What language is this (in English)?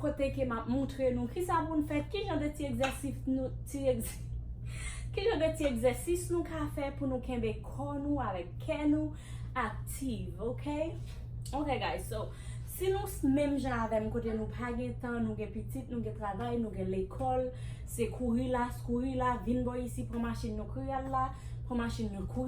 Haitian Creole